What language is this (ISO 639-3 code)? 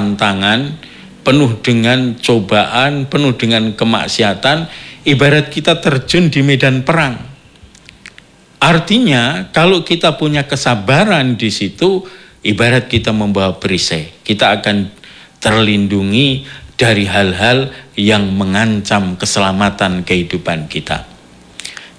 ind